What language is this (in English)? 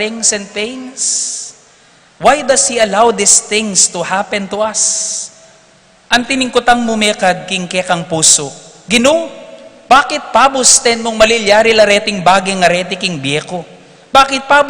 Pampanga